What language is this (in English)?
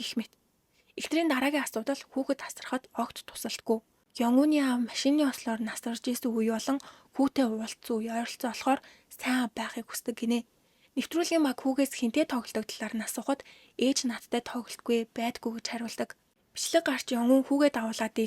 Mongolian